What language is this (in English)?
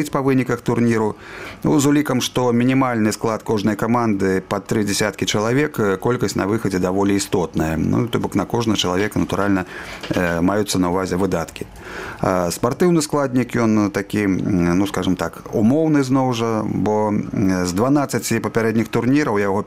Belarusian